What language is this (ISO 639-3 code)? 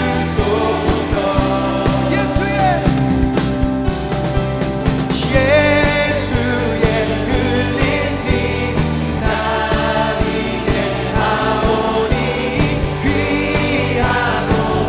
kor